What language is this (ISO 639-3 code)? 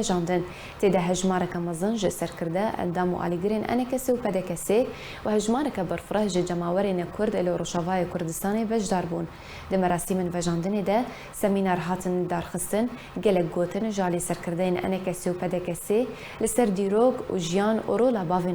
kur